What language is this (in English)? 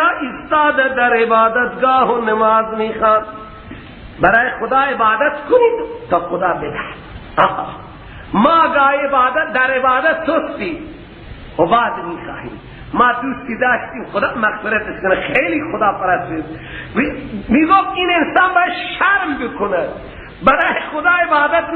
Persian